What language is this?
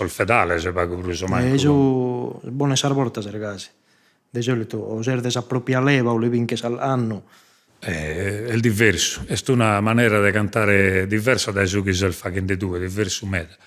Sardinian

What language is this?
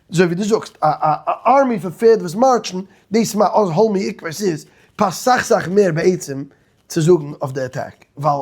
Yiddish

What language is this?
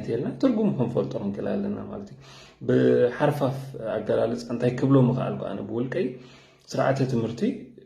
Tigrinya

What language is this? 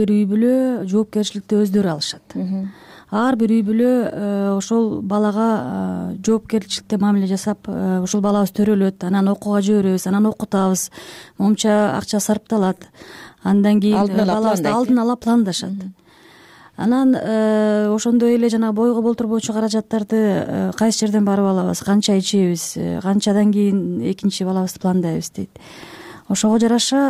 Kyrgyz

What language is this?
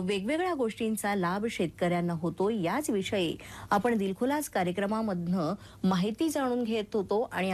Marathi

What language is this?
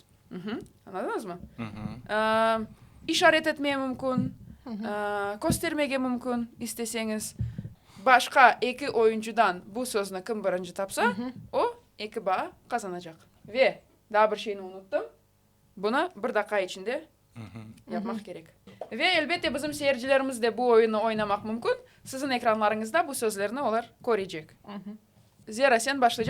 Crimean Tatar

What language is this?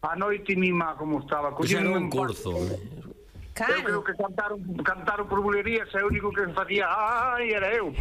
Galician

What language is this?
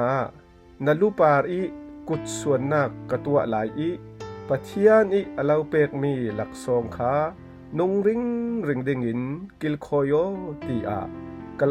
Falam Chin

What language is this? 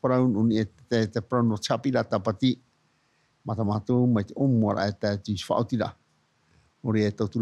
Tahitian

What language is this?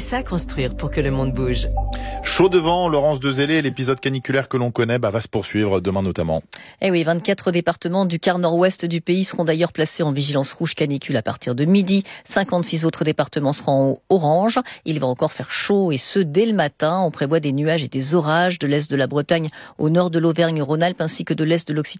French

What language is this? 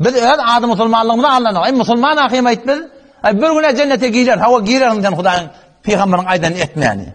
Turkmen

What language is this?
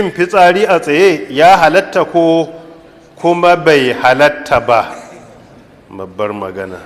Hausa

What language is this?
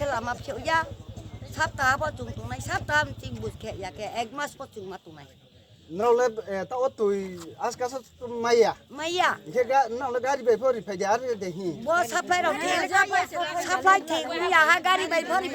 Riang (India)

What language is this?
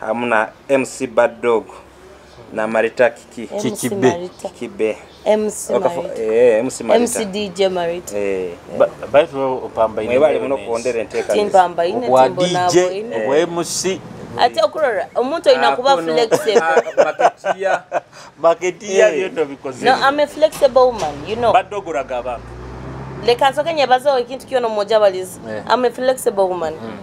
Nyoro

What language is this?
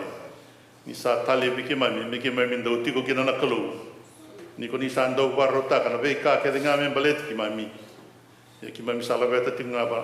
Fijian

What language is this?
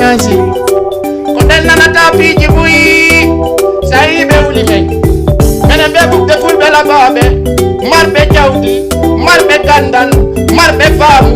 Fula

